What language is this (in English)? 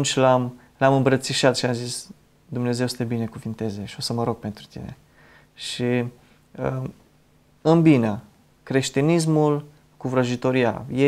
Romanian